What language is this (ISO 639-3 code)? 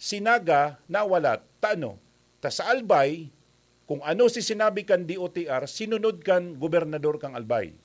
bik